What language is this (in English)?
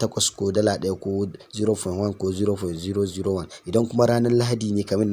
Hausa